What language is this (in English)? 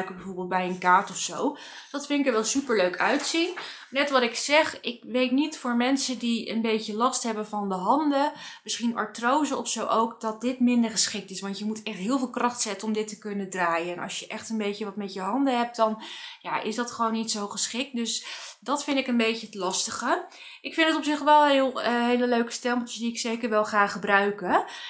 Dutch